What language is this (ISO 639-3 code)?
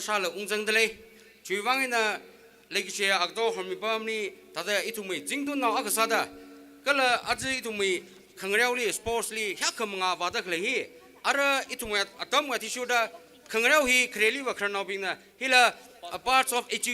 nmf